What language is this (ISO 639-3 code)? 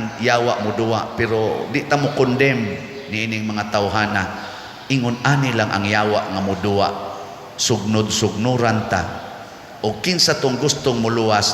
ceb